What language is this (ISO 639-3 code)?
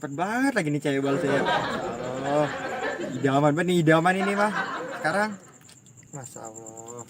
bew